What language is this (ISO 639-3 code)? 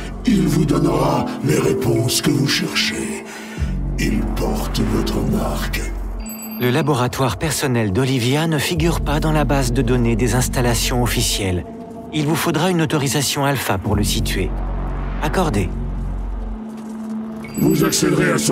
fra